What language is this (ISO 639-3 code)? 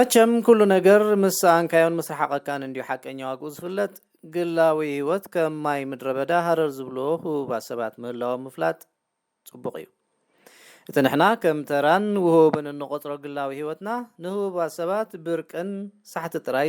tir